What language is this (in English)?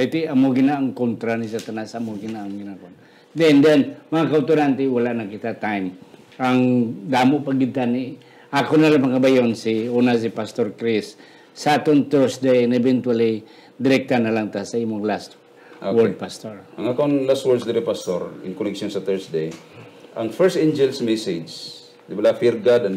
Hiligaynon